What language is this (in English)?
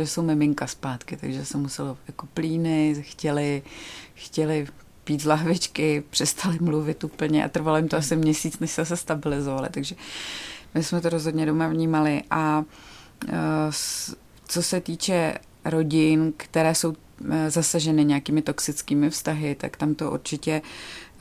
Czech